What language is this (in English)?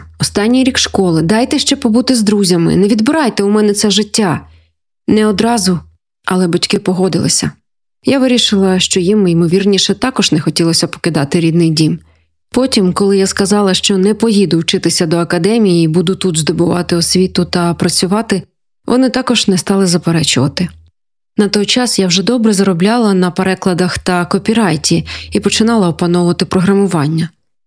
Ukrainian